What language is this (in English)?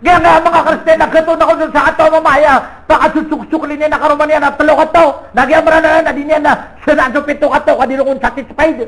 Maranao